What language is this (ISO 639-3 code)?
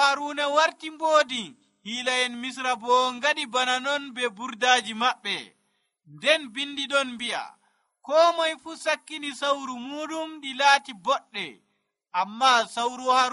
fuv